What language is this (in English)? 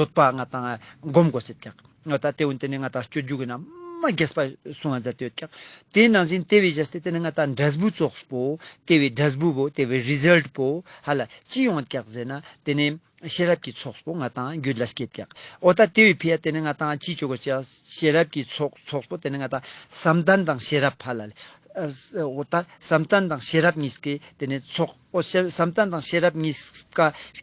Ladakhi